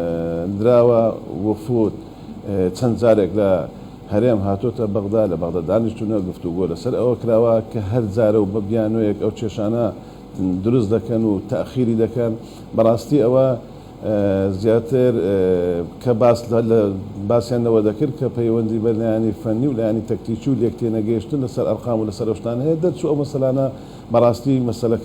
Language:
Central Kurdish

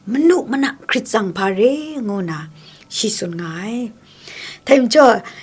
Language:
Kachin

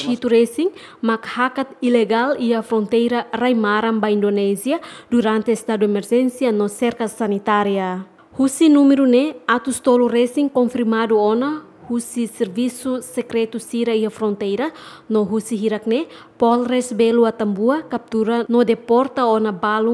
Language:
Tetum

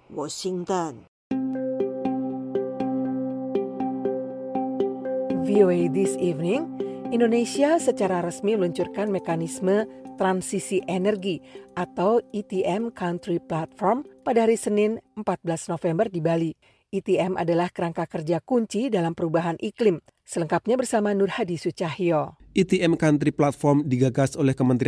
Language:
Indonesian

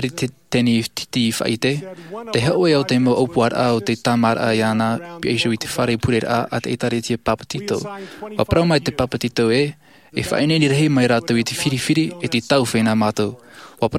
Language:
Tahitian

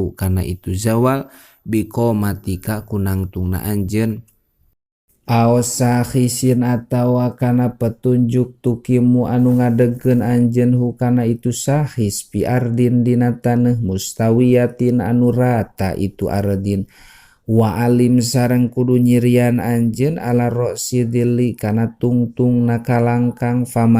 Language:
Sundanese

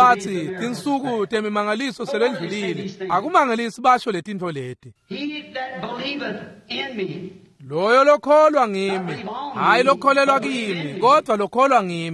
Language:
Swati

